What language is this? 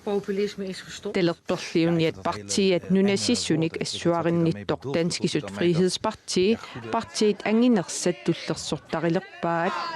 Kalaallisut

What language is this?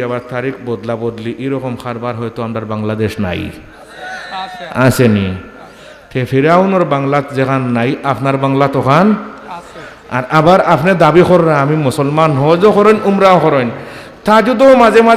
Sylheti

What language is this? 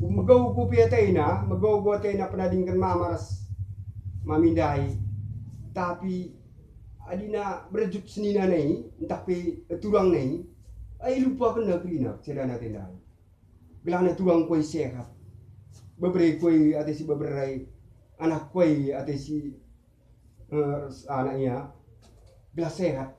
Batak Karo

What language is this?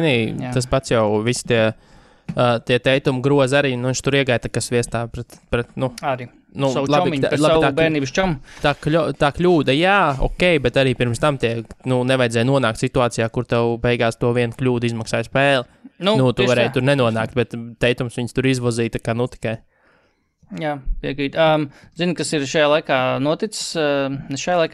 Latvian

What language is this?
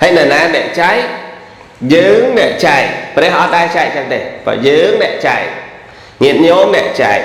Khmer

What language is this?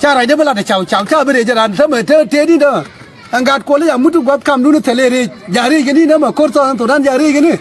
Nuer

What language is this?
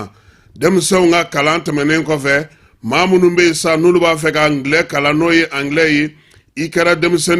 Bambara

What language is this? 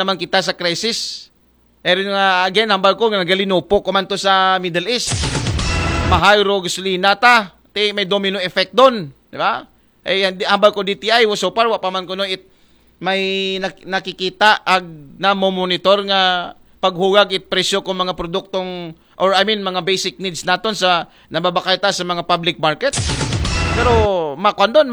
Aklanon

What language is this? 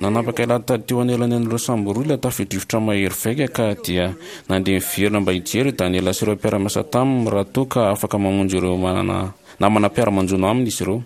Malagasy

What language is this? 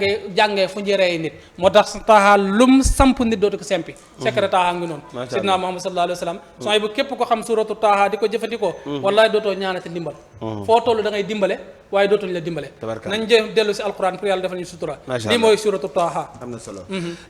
Wolof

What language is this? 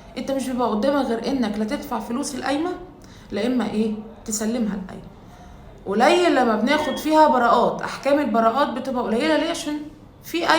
Egyptian Arabic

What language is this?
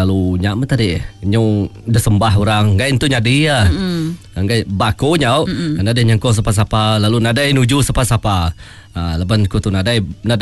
Iban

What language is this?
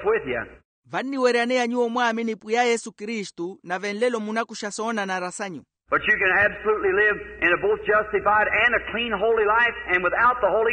Makhuwa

